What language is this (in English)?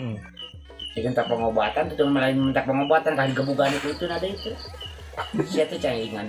Sundanese